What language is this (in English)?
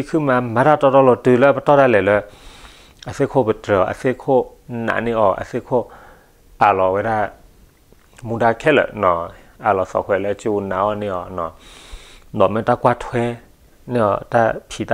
S'gaw Karen